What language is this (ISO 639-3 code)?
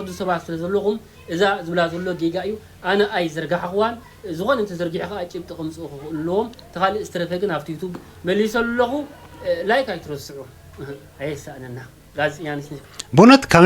tir